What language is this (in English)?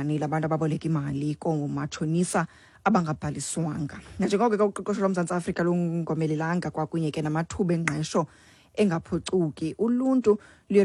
Xhosa